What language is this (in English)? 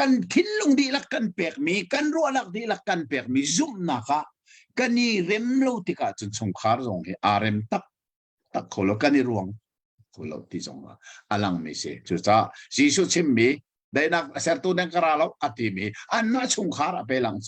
Hakha Chin